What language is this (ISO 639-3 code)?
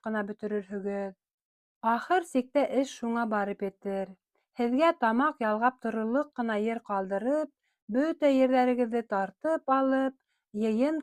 bak